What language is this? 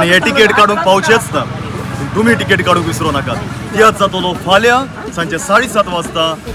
Konkani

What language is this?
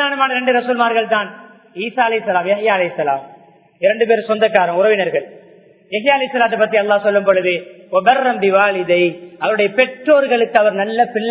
Tamil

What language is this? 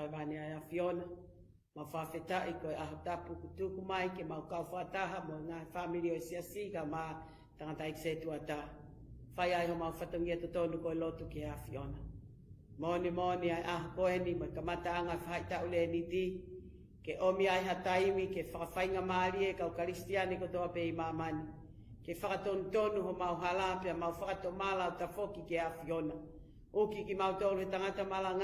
Tongan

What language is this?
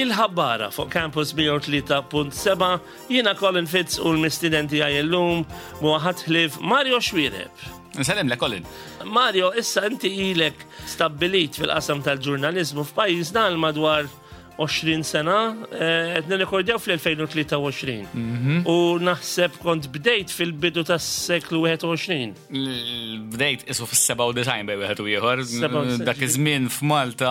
Maltese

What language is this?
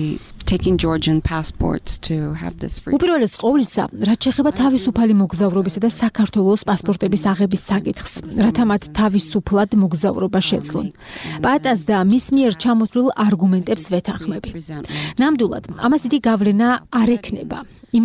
Georgian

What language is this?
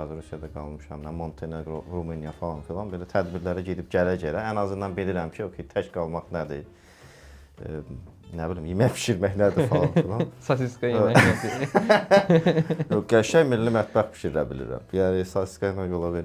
Azerbaijani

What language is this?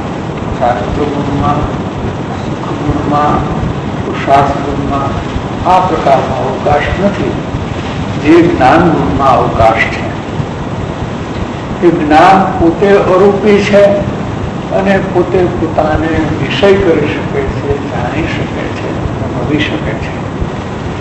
Gujarati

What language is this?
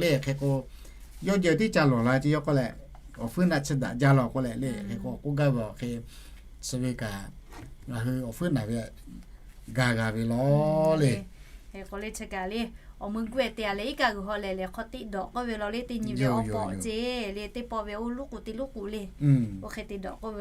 Lahu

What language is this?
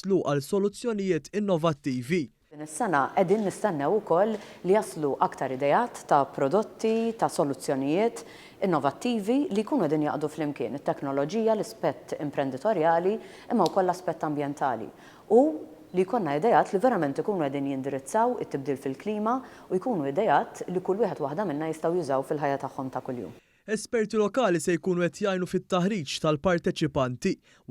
Maltese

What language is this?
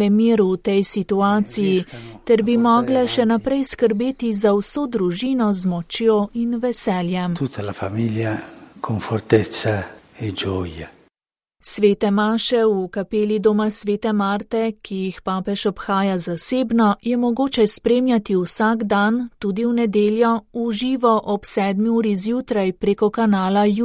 Slovenian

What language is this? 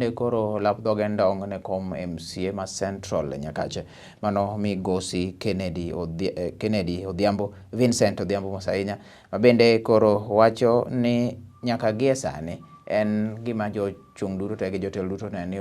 Luo (Kenya and Tanzania)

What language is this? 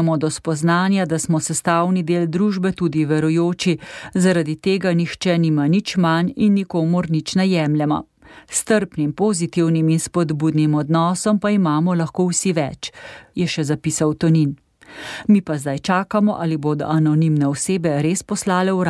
Slovenian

